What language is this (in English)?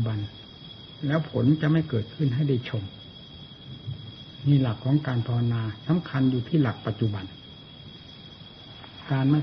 Thai